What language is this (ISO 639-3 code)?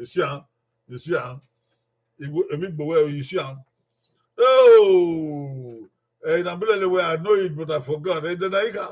bin